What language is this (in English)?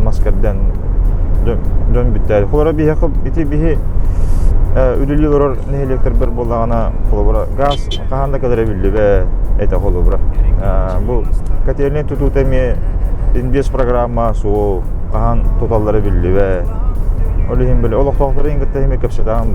Yakut